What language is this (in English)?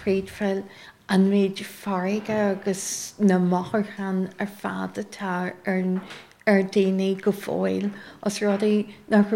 Irish